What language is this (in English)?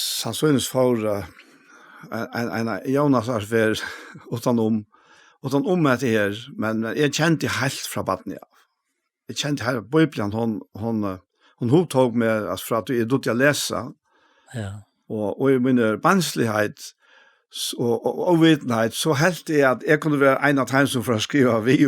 Faroese